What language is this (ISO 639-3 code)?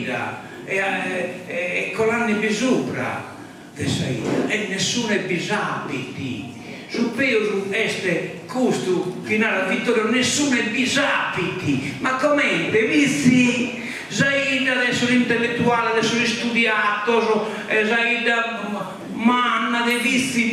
srd